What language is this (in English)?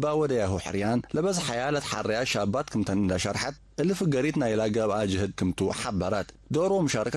Tigre